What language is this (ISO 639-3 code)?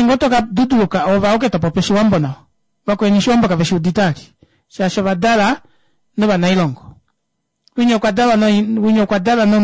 kua